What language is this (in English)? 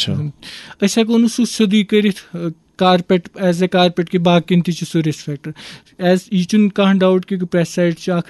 Kashmiri